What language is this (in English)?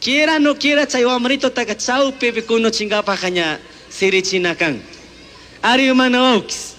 Chimborazo Highland Quichua